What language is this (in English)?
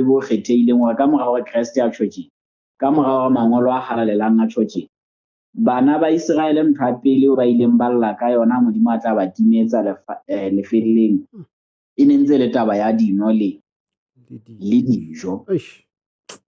Southern Sotho